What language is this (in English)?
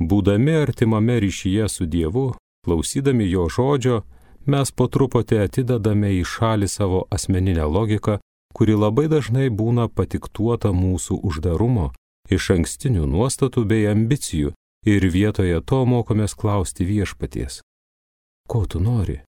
Lithuanian